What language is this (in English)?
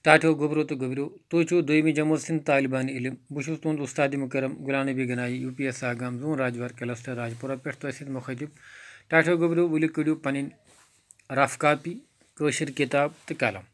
Kashmiri